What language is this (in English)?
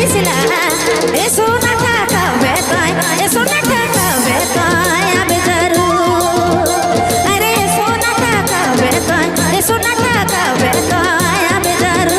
Sadri